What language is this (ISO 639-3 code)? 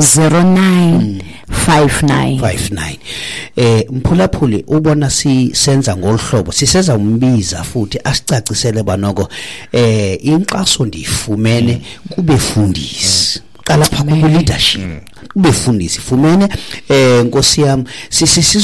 xho